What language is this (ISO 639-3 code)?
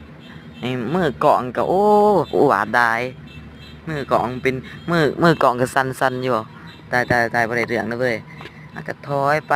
lao